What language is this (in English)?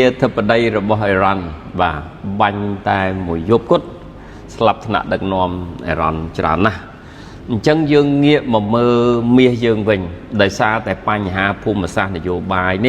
Khmer